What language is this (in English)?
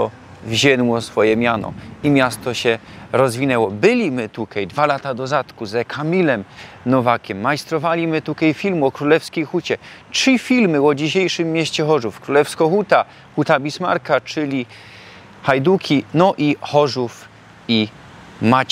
Silesian